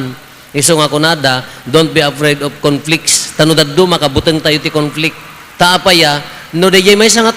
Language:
Iloko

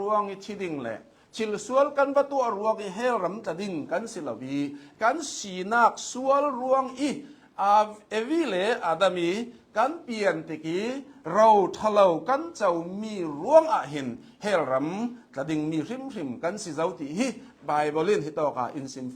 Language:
Hakha Chin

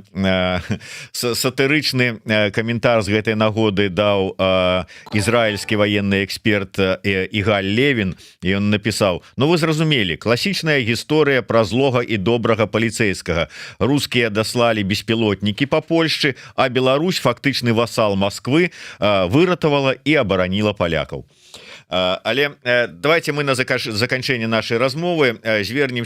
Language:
Belarusian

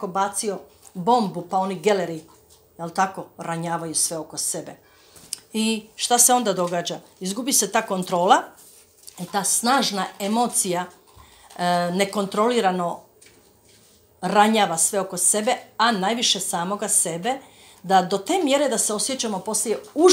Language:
Croatian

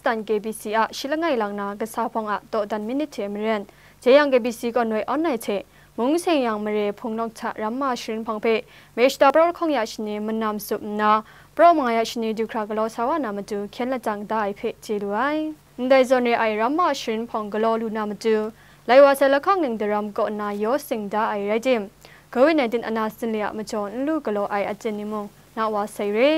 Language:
Kachin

